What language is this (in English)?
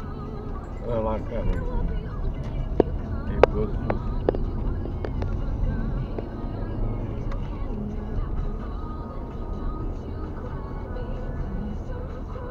Romanian